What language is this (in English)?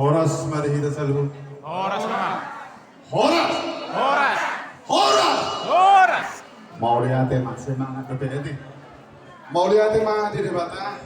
Batak Toba